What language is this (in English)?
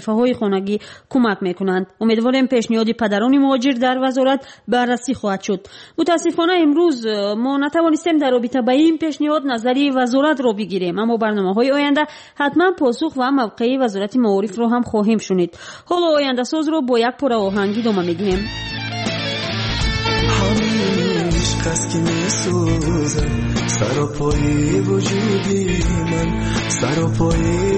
Persian